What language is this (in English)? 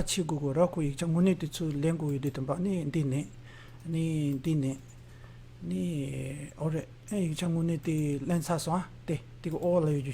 Tibetan